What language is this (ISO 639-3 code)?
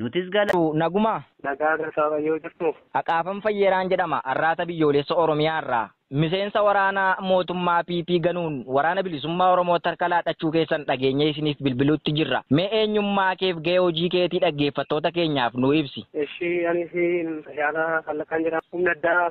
orm